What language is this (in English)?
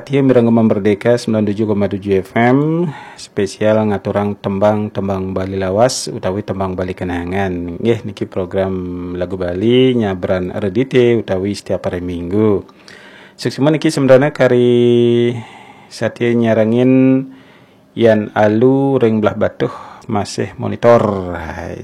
Balinese